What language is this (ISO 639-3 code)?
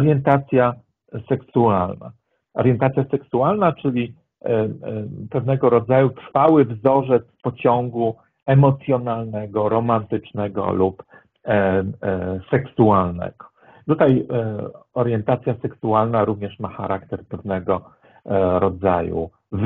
pol